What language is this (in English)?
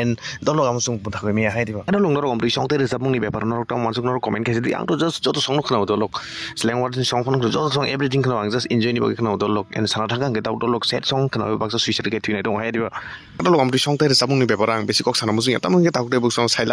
Kok Borok